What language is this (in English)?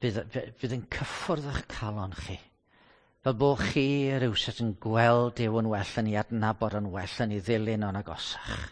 Welsh